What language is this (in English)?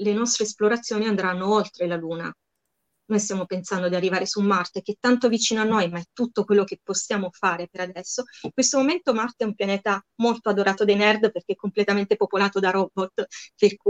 Italian